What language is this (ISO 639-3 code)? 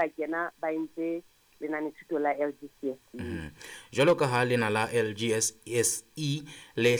sot